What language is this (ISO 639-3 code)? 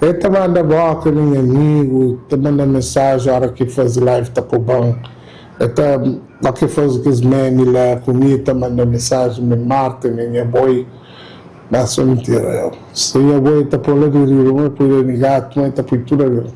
kea